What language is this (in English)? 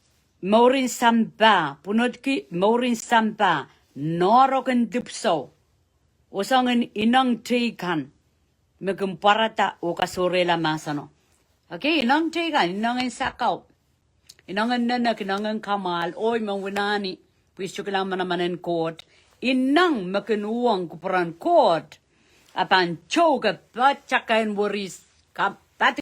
Pohnpeian